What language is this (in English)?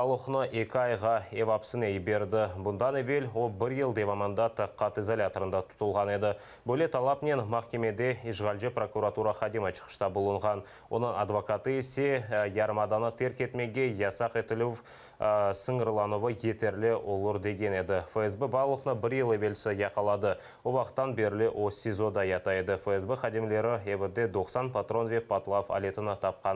Crimean Tatar